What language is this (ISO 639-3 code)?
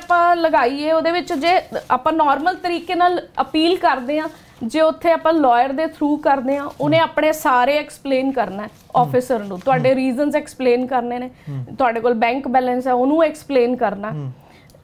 pan